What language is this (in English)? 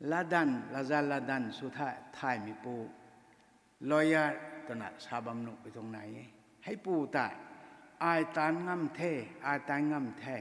Rongmei Naga